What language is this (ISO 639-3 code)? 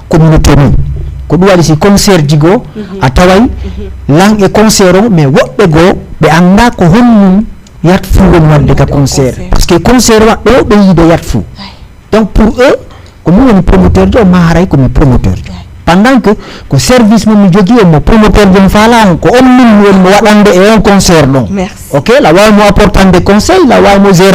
ful